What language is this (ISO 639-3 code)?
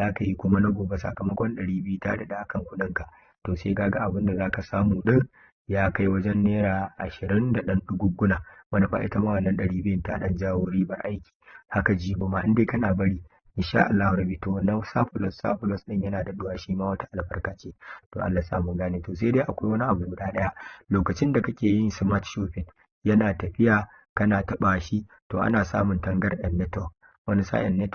hau